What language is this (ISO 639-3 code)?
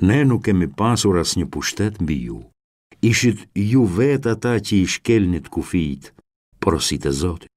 sqi